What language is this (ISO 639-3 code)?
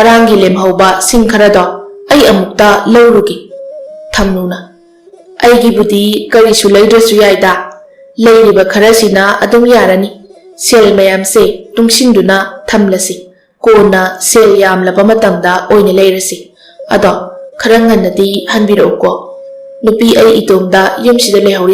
mni